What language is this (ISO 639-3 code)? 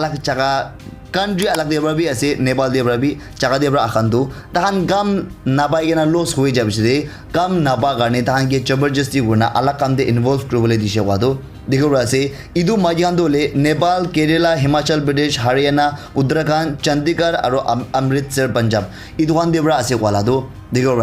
nag